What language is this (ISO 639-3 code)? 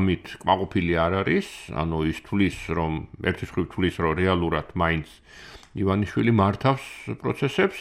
kat